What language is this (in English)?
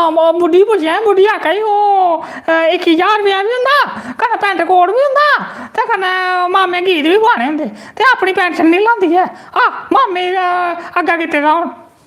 Dogri